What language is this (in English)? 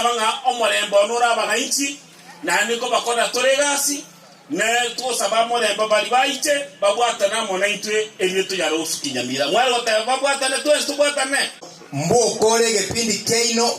Gusii